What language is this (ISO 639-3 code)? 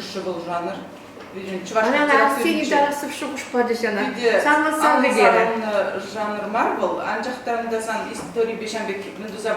chv